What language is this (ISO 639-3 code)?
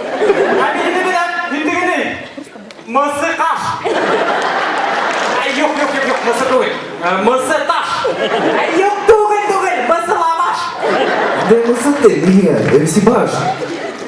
bak